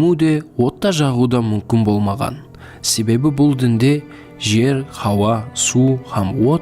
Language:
Kara-Kalpak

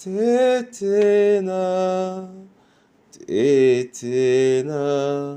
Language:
Duala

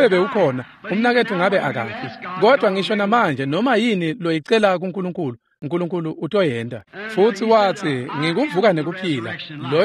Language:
Swati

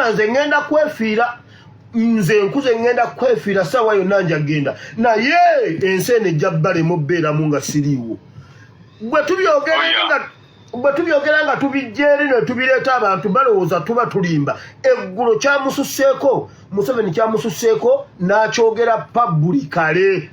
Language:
Ganda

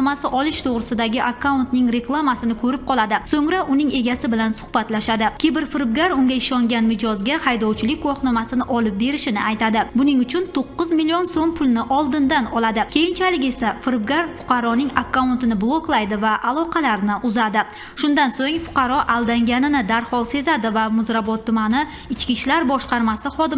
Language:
Uzbek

